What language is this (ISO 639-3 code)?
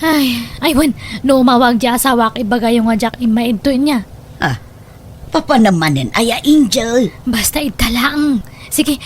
ilo